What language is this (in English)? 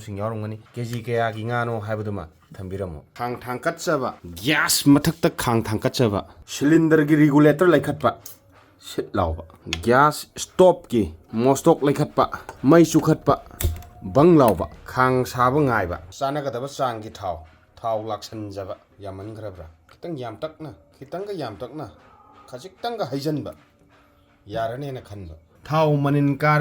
Manipuri